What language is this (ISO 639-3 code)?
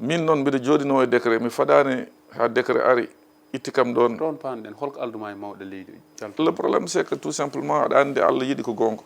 ful